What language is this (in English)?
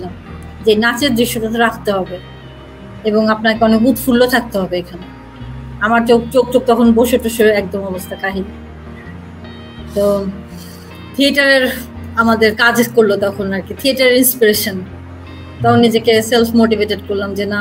Bangla